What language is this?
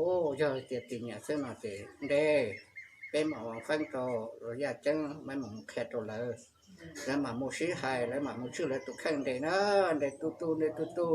Hmong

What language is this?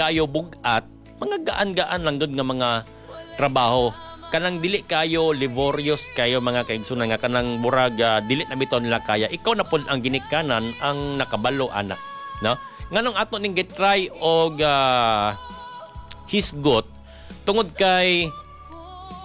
Cebuano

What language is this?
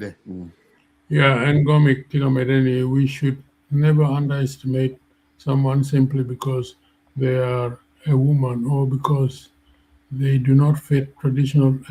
Acoli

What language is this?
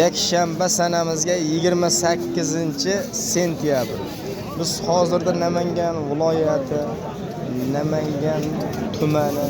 Uzbek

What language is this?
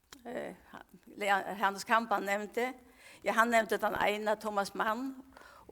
Faroese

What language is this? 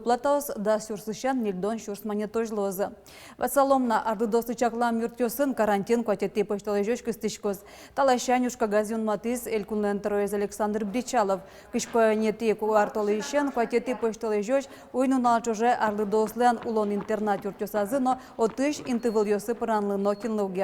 Udmurt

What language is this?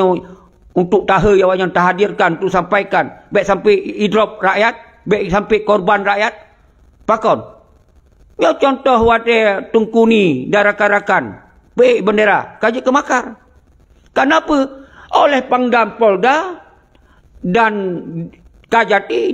Achinese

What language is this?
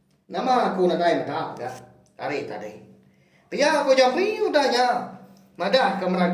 Iban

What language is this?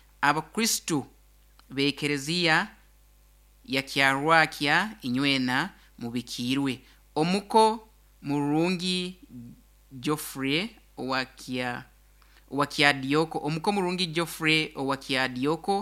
Nyoro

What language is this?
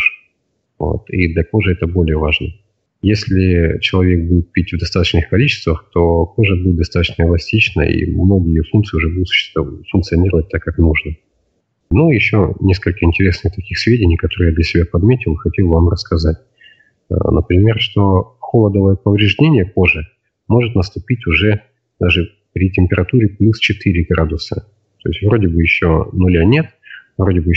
Russian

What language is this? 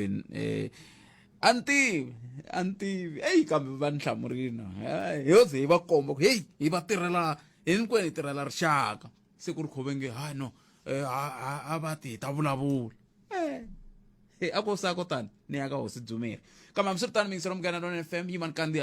Tsonga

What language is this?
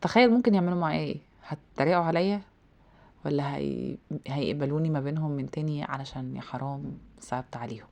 Egyptian Arabic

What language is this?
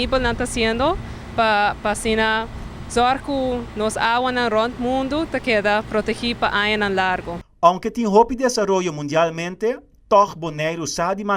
Papiamento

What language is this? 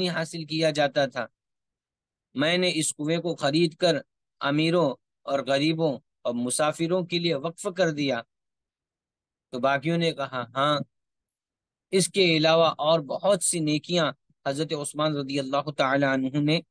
Urdu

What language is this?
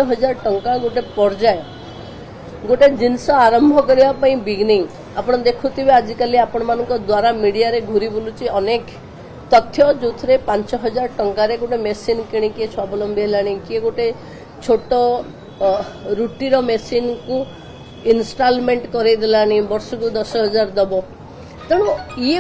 Odia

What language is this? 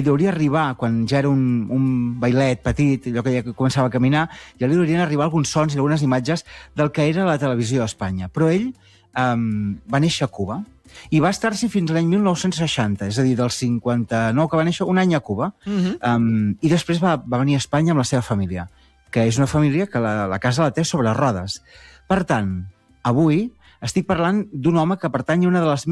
Catalan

